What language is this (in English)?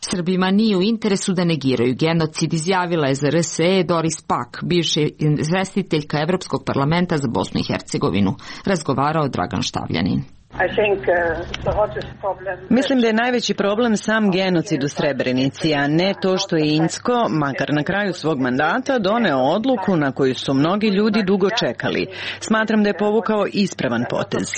Serbian